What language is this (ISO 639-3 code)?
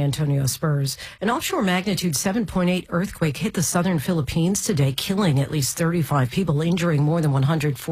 eng